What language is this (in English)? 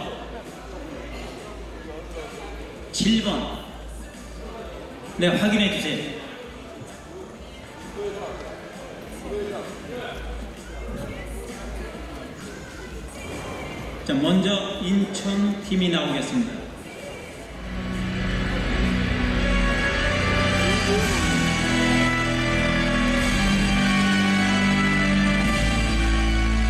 Korean